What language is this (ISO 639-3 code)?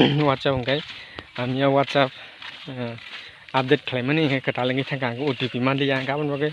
trp